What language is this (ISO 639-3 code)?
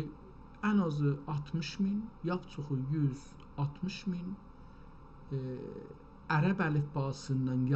azb